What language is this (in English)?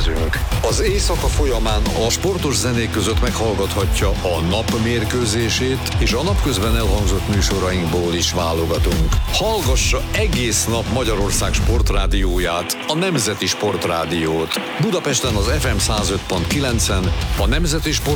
Hungarian